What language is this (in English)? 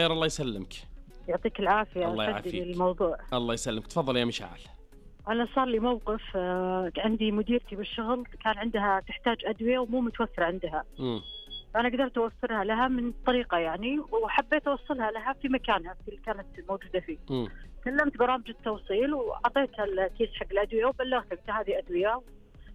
Najdi Arabic